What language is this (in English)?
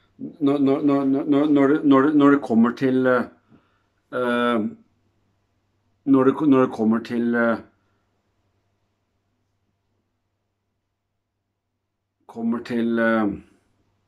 Norwegian